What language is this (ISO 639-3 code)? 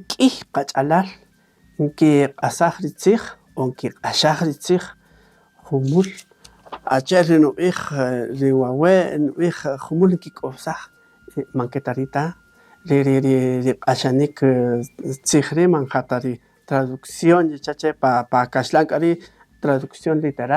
cak